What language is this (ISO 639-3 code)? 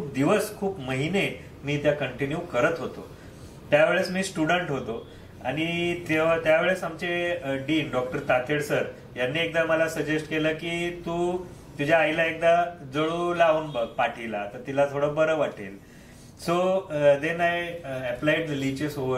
mar